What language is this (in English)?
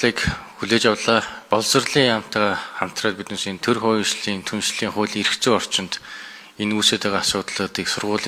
Mongolian